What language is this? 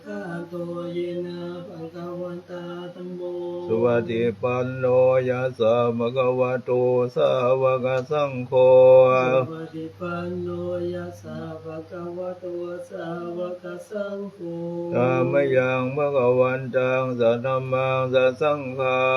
Pali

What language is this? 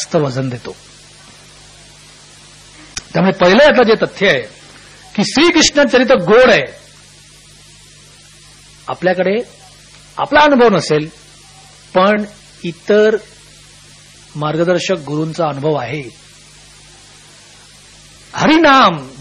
Marathi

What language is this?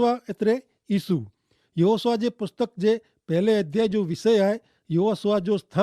Kachhi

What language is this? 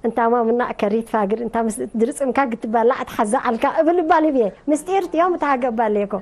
Tigre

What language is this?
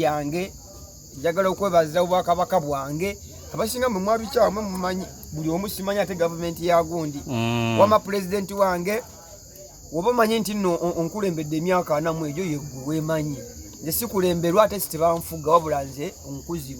Ganda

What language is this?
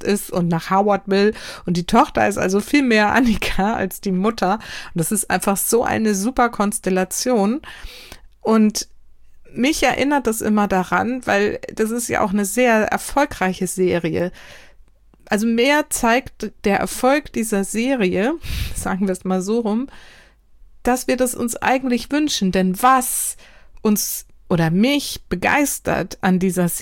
German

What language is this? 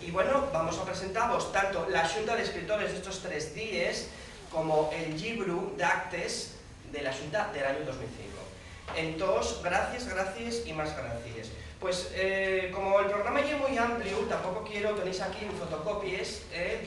Asturian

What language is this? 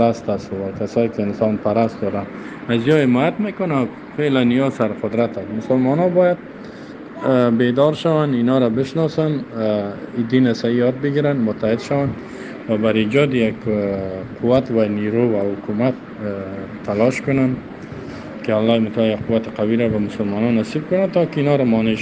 Persian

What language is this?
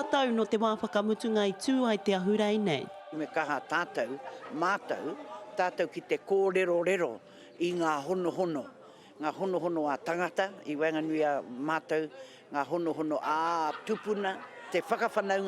Māori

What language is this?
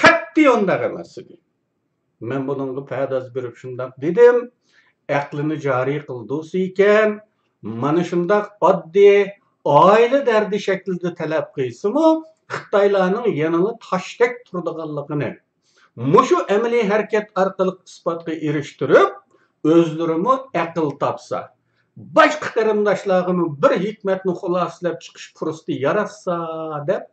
Uyghur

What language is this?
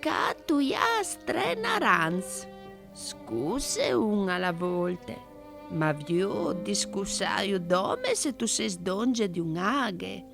Friulian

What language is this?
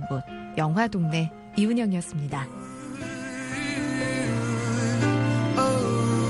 Korean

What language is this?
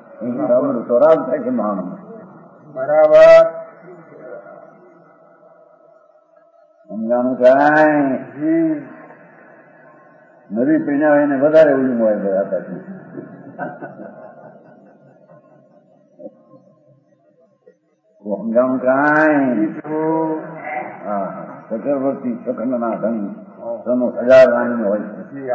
Gujarati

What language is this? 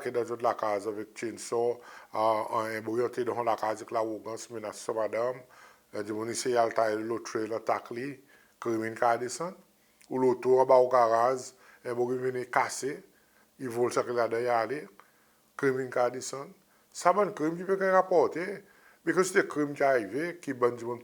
Seselwa Creole French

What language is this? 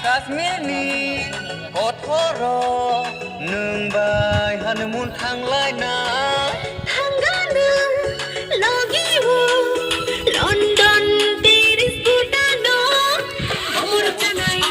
Kok Borok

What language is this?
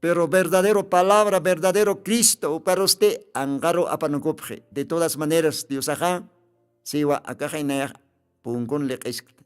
Aymara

